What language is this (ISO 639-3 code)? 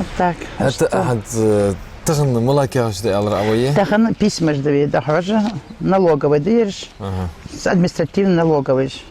inh